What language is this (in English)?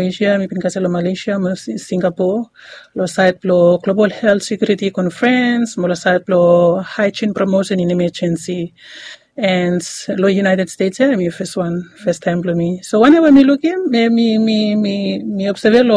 Bislama